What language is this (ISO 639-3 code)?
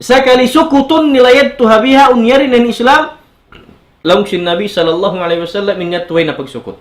tsg